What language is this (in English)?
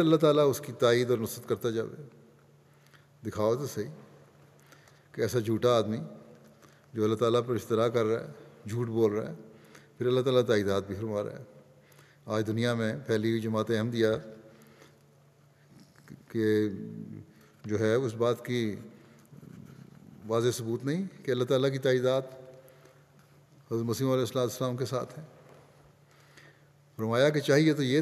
Urdu